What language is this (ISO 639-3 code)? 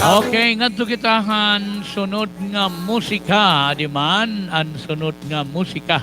war